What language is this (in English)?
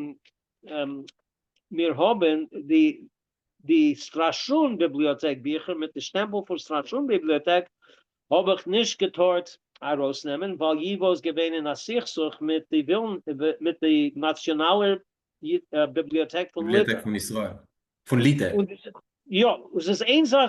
Yiddish